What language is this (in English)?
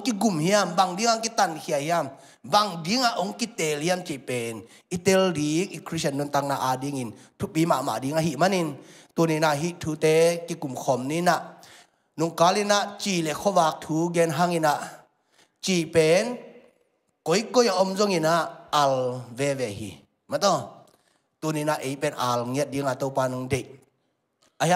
Tedim Chin